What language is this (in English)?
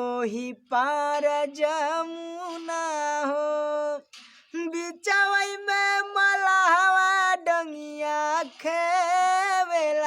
Bhojpuri